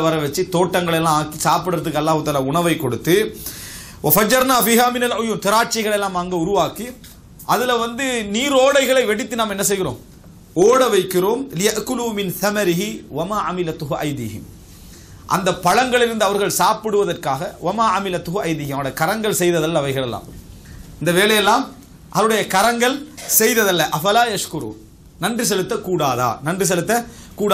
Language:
Tamil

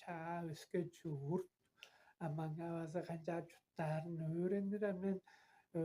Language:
Tuvinian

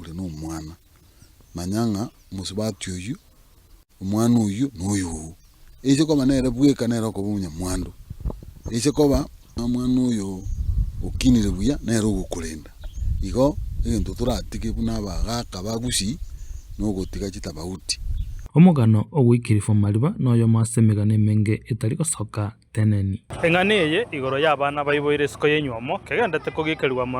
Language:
Gusii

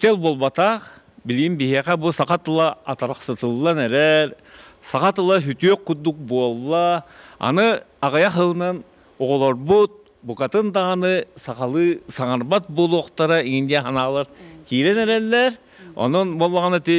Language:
Yakut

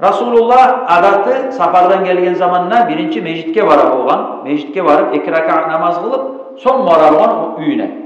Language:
Kumyk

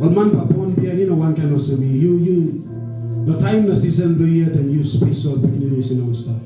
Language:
Tok Pisin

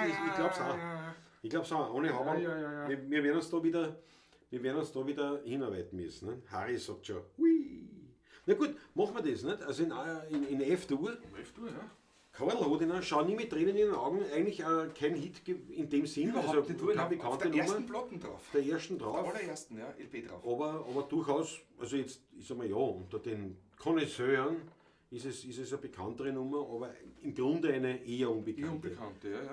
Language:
Bavarian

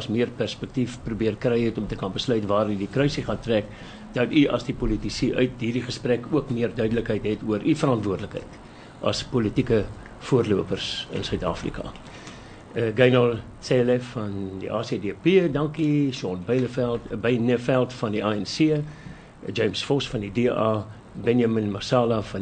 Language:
Afrikaans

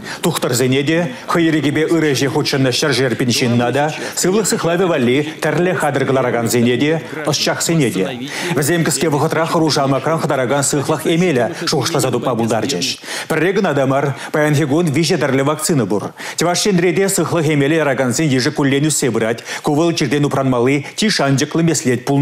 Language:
Chuvash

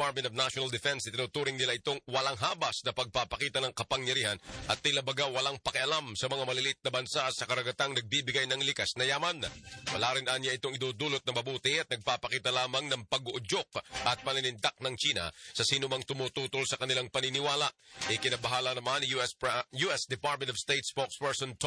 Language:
Filipino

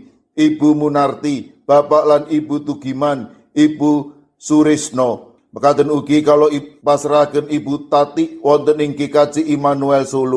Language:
Javanese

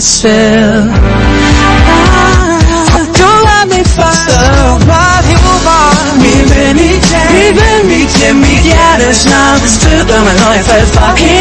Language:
Danish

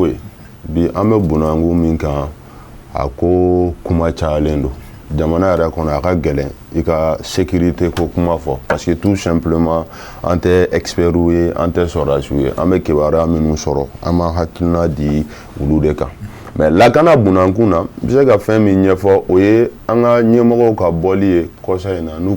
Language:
Bambara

